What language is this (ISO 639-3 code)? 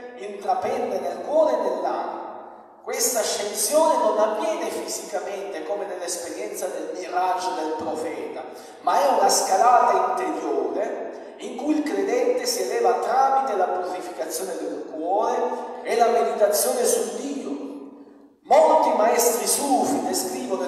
ita